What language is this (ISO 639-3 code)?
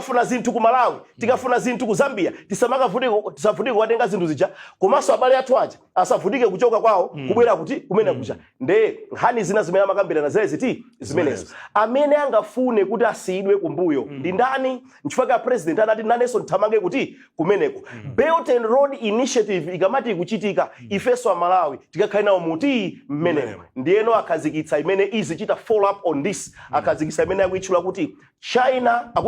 nya